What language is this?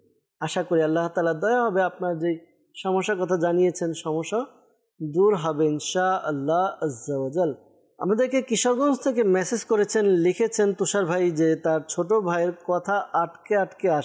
Bangla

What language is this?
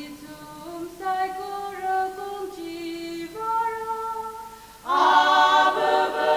Tangkhul Naga (India)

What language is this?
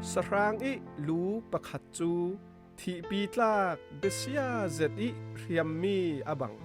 Falam Chin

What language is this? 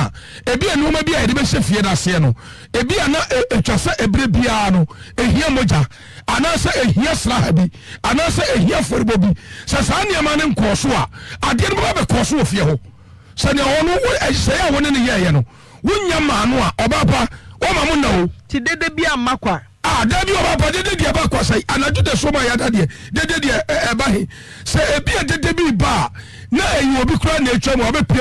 Akan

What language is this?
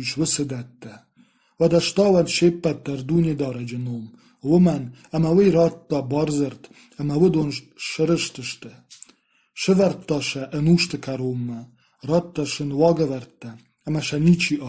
Ossetic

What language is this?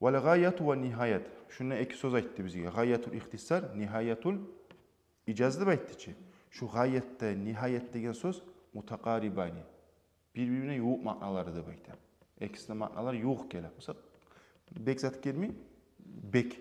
Kumyk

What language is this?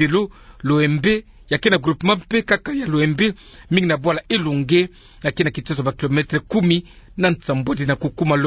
Kituba (Democratic Republic of Congo)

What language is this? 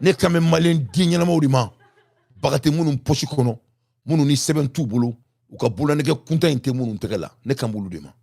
Bambara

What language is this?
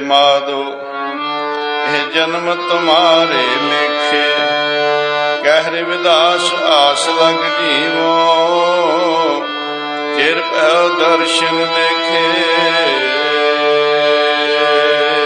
Punjabi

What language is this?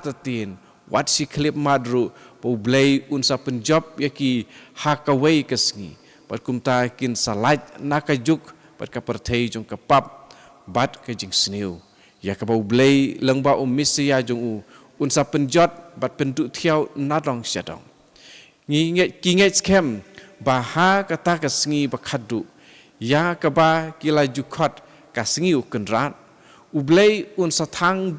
Khasi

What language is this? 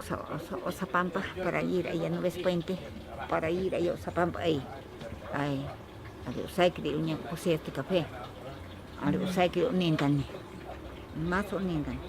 Ashéninka Perené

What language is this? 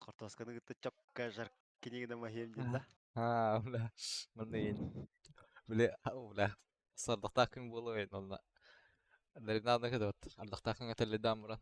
Yakut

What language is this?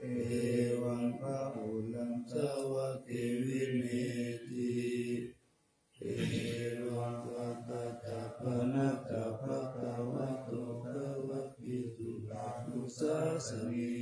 Pali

